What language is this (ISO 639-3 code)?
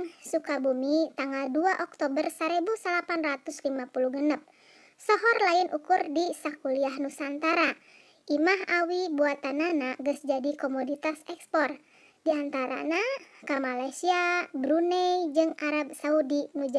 sun